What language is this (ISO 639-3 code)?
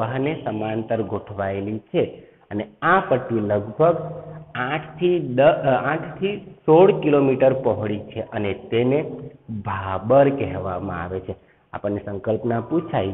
guj